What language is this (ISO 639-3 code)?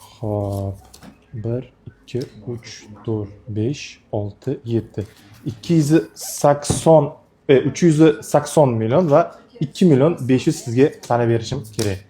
uzb